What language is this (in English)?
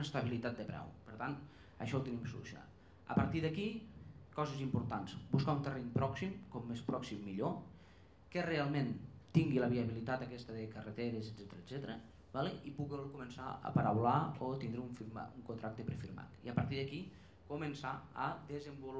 Catalan